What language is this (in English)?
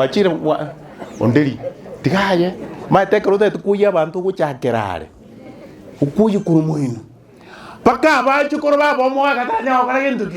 Gusii